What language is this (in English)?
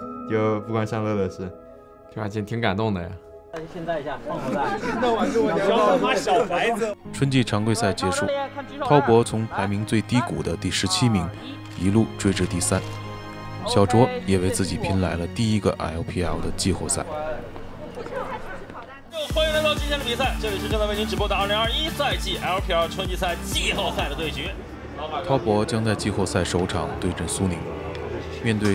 Chinese